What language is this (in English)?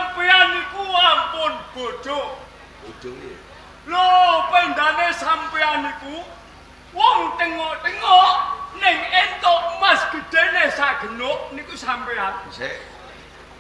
Javanese